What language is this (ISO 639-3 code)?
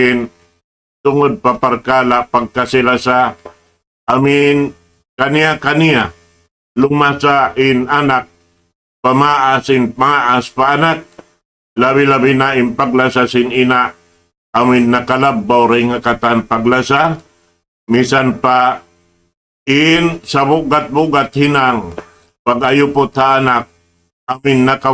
tsg